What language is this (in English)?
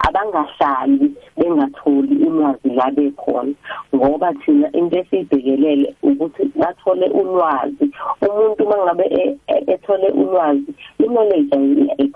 South Ndebele